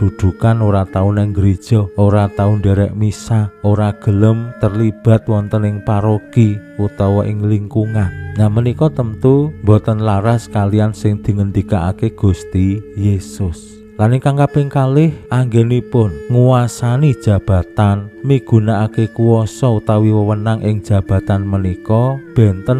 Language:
Javanese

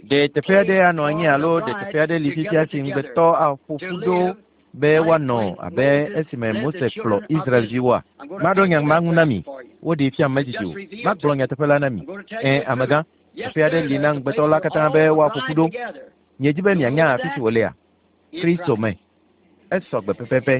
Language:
Ewe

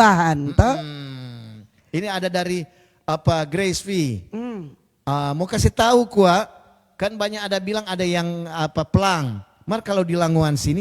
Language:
Manado Malay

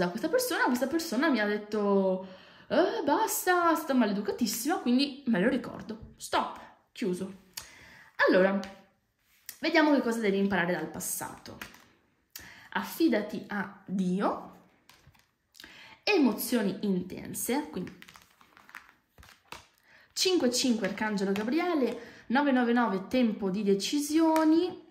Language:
Italian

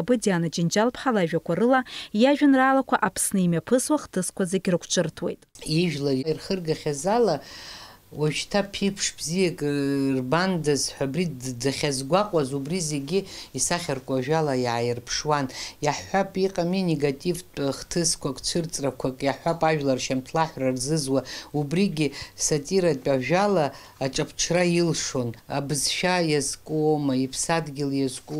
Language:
Abkhazian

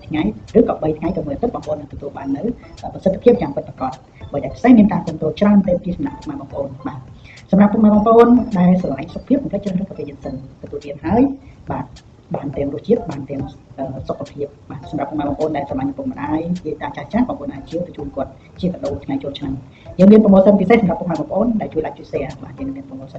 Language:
Khmer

